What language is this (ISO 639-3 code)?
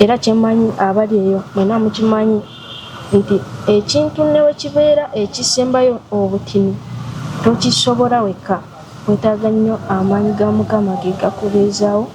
lug